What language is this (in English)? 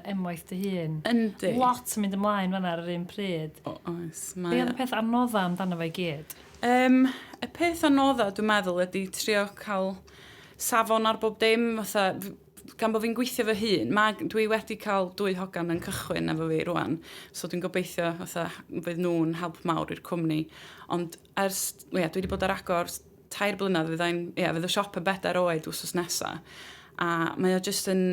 Welsh